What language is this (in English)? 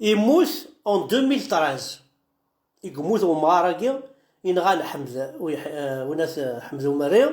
Kabyle